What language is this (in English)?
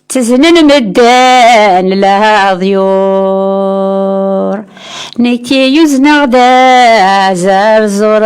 Kabyle